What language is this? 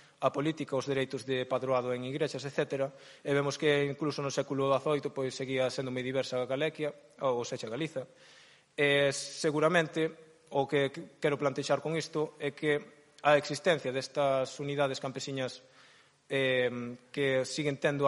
Galician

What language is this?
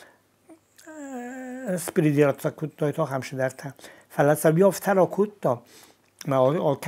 Ossetic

